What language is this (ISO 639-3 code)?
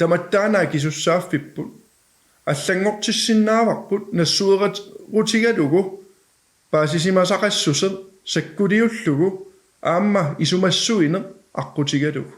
kal